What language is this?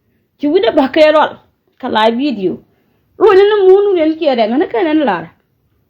Nuer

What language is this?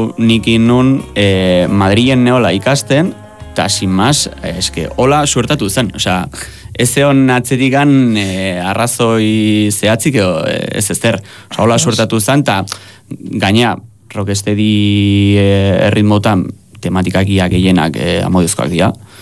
Basque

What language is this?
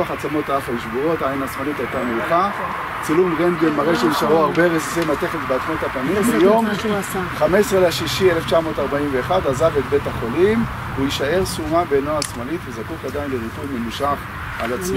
Hebrew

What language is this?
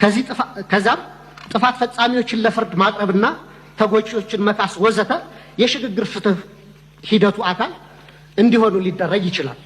Amharic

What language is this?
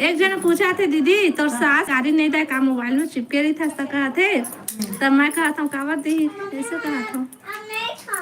Chhattisgarhi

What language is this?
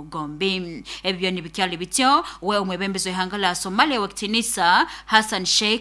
Nyoro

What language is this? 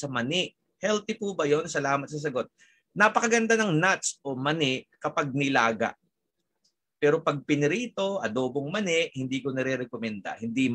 Filipino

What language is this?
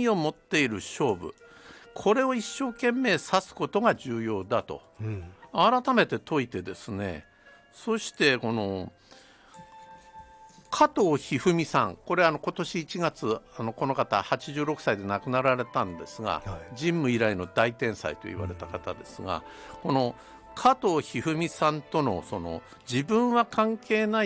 Japanese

